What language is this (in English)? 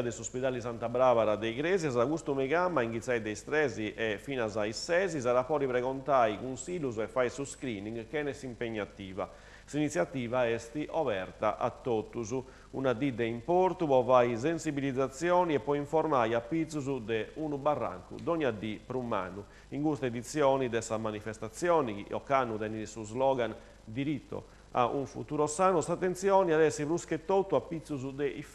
Sardinian